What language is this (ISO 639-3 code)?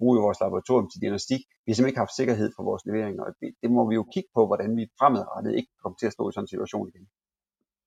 dan